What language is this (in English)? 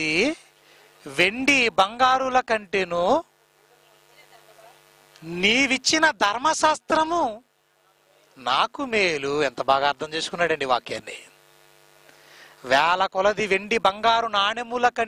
Telugu